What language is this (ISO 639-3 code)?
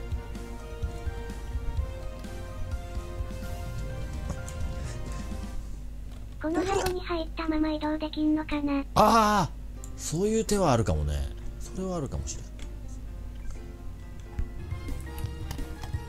jpn